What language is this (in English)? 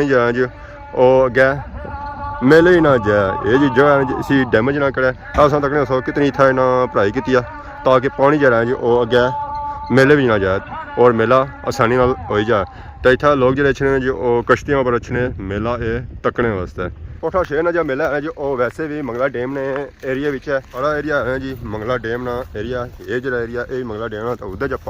Pahari-Potwari